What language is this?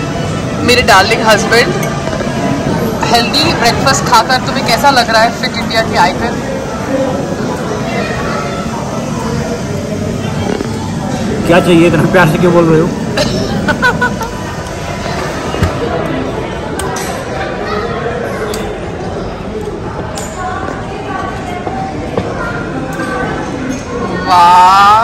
Hindi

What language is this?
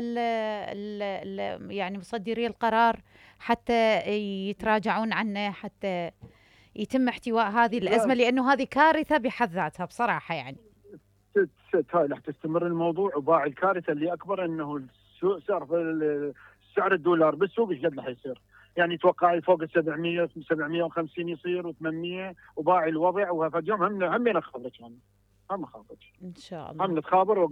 Mesopotamian Arabic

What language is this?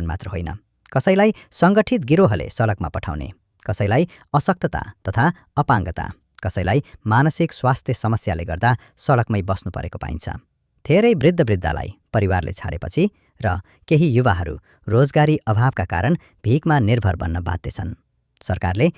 Nepali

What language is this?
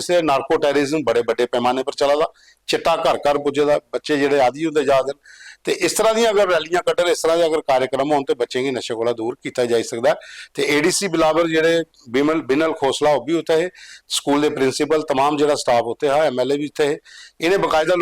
Dogri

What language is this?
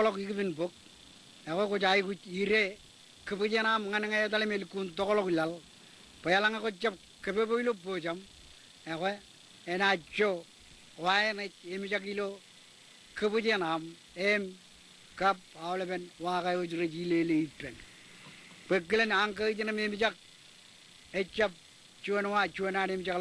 Marshallese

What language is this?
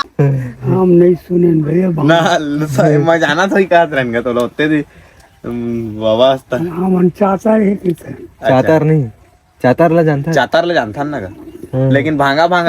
Chhattisgarhi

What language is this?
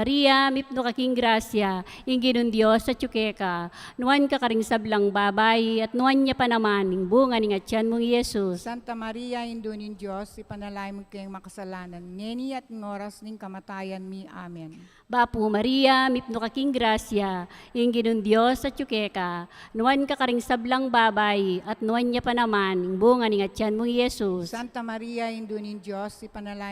Pampanga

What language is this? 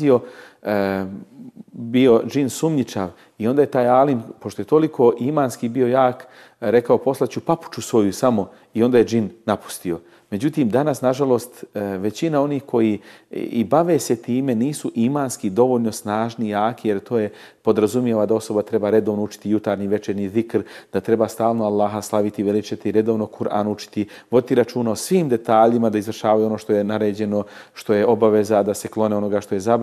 Bosnian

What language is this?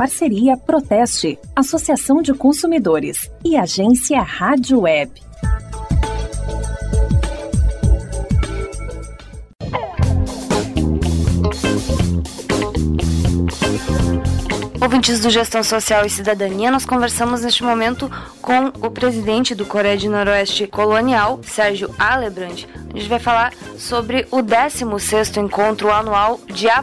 Portuguese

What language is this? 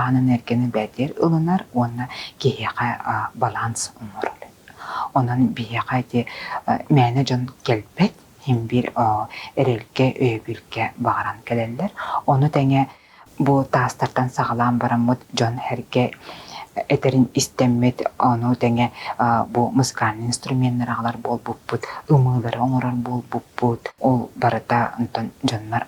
Yakut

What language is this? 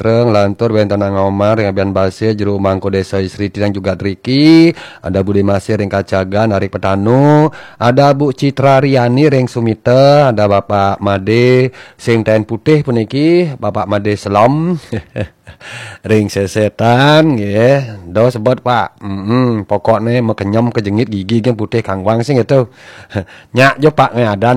Balinese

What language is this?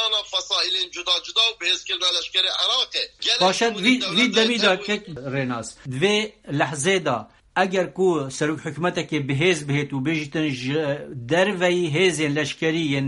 Kurdish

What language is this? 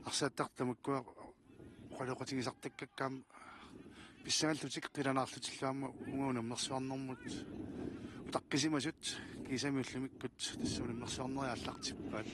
Kalaallisut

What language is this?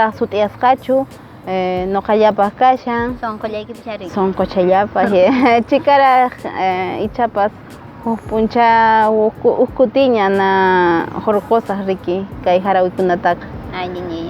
Quechua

